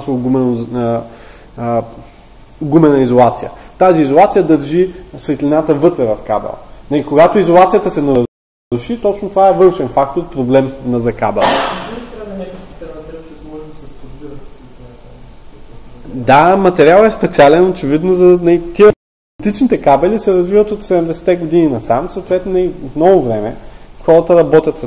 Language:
Bulgarian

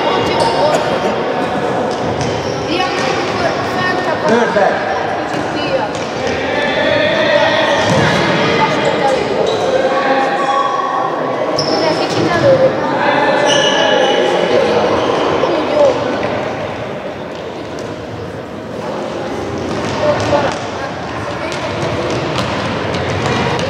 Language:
Hungarian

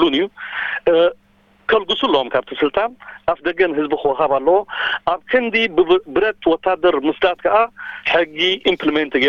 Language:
Tigrinya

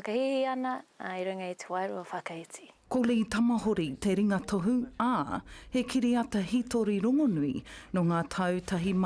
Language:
Māori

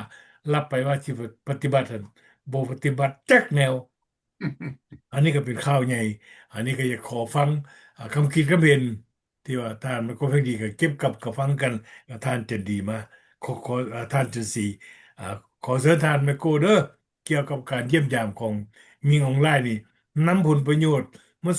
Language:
Lao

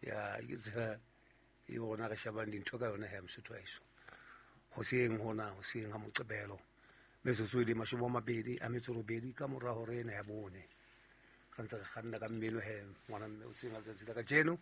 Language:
Southern Sotho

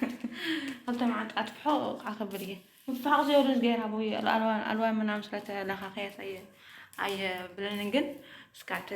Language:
Tigrinya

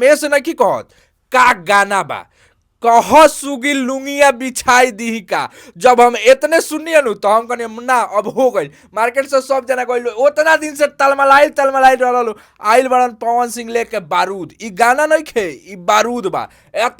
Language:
Bhojpuri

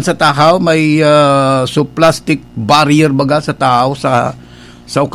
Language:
Bikol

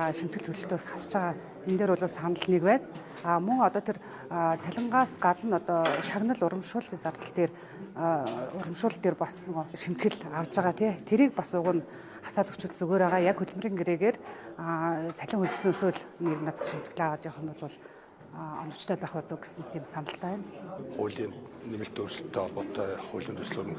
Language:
Mongolian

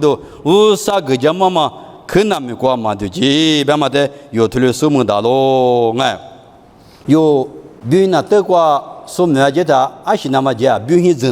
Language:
Lisu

